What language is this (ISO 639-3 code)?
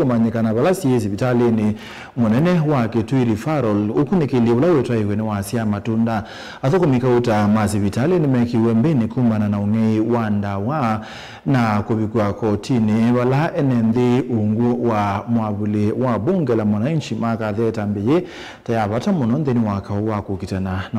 kam